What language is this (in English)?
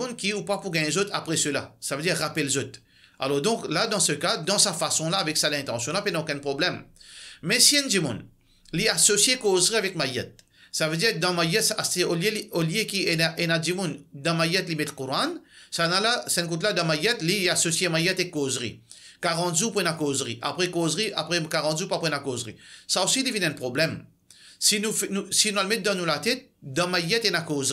Morisyen